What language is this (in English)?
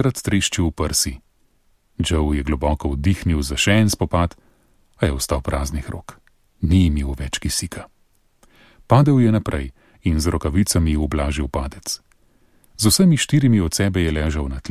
Slovenian